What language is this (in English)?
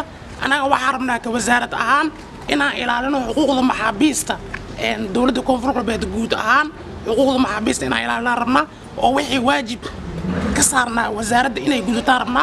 Somali